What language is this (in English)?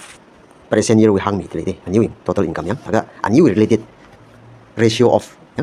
Tangkhul Naga (India)